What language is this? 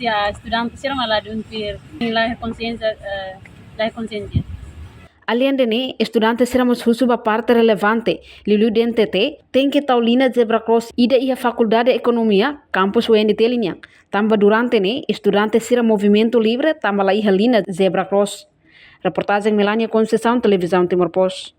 Tetum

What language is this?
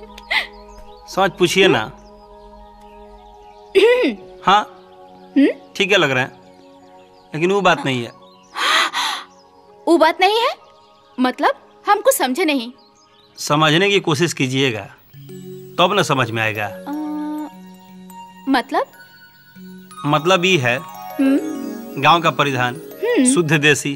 Bhojpuri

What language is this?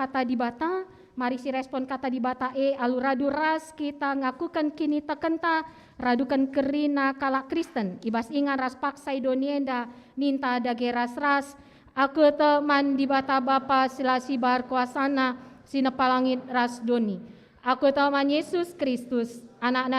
Batak Karo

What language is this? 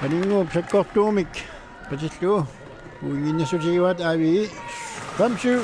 Kalaallisut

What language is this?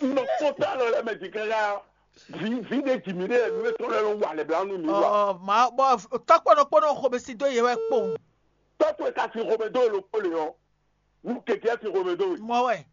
Fon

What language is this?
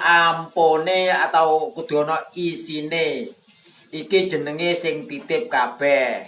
Javanese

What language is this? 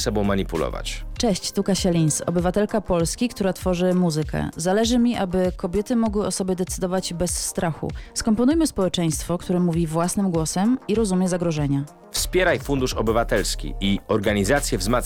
Polish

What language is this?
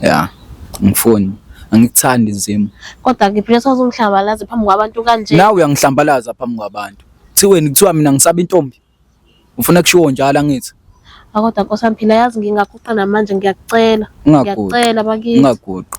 Zulu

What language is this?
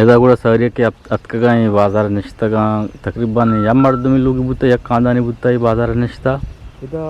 Eastern Balochi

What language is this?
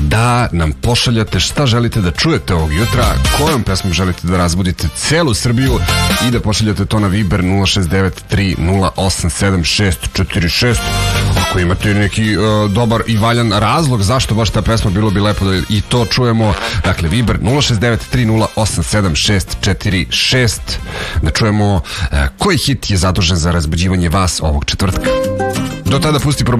Serbian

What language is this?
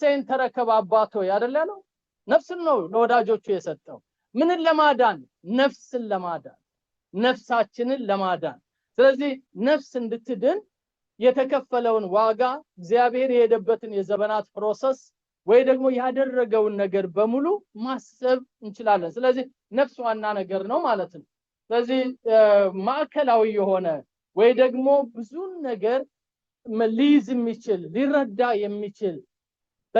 Amharic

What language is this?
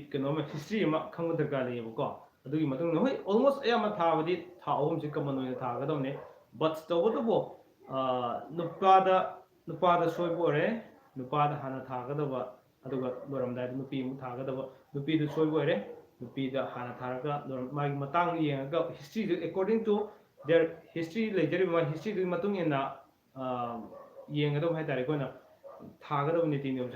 Manipuri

